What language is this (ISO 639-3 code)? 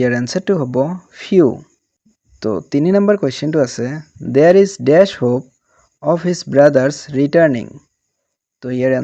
asm